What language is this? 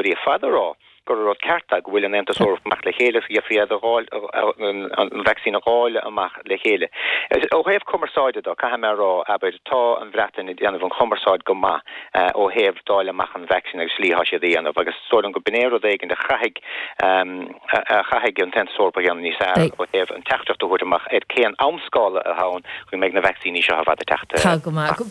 Irish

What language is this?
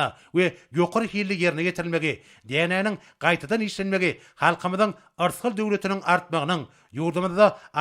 Turkmen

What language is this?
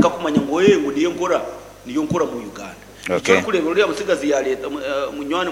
Nyankole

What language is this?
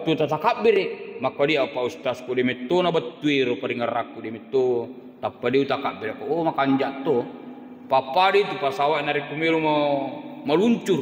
Buginese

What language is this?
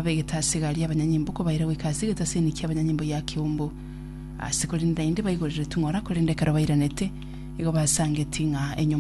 Gusii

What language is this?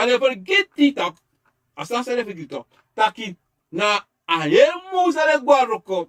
Sranan Tongo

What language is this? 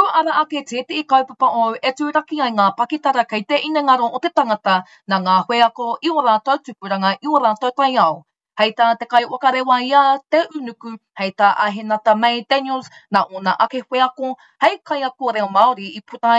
Māori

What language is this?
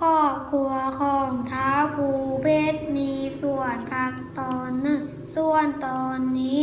Lao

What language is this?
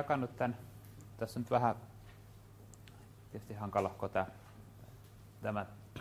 Finnish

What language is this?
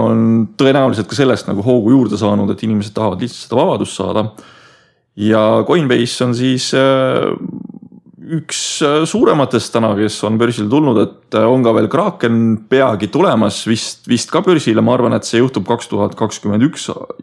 Estonian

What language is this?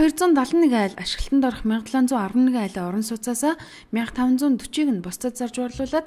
Mongolian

